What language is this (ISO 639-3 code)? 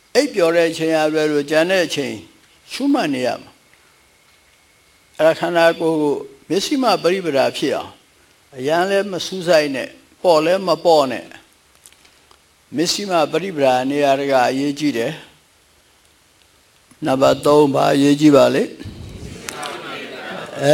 mya